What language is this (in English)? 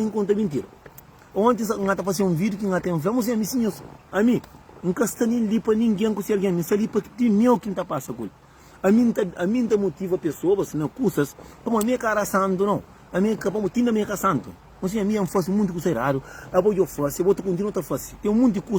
Kabuverdianu